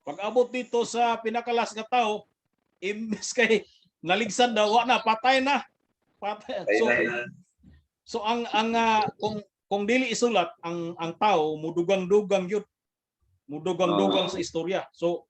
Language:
Cebuano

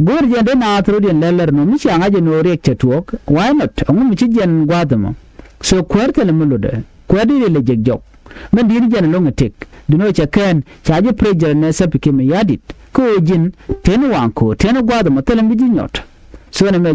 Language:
Nuer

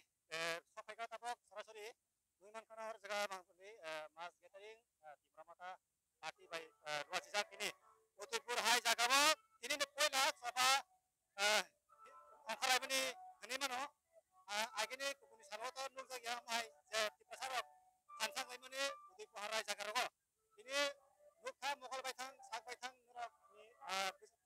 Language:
Kok Borok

